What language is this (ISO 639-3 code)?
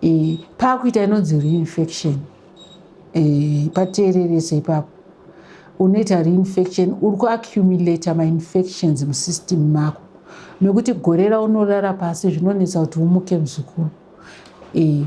sna